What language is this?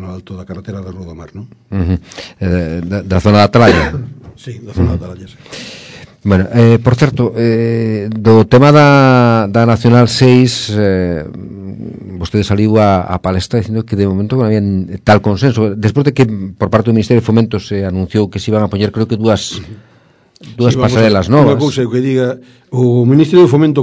Galician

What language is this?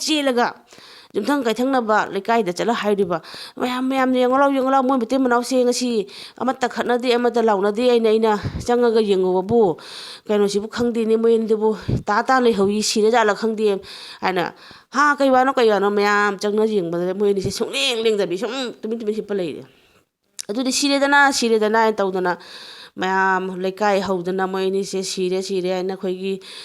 Manipuri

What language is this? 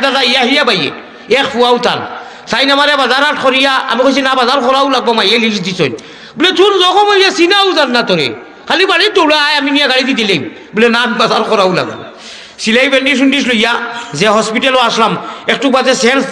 Sylheti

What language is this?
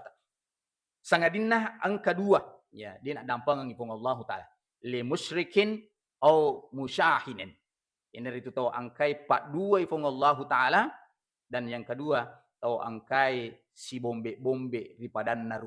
Buginese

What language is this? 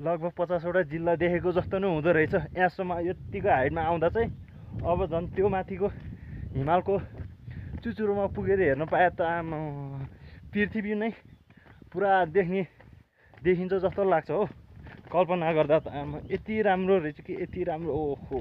Nepali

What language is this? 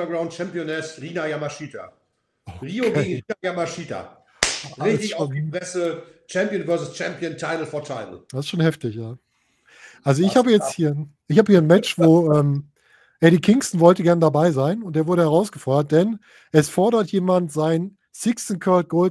German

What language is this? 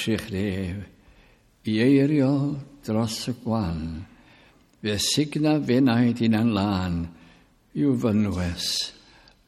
Welsh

